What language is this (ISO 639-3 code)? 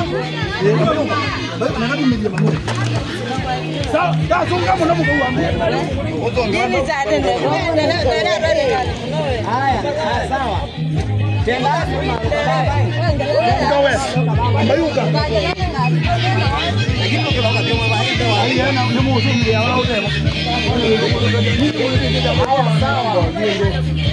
swa